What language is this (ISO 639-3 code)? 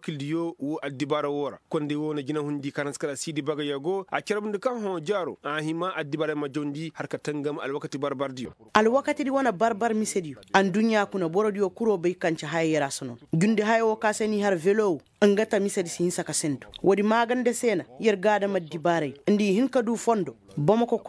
ses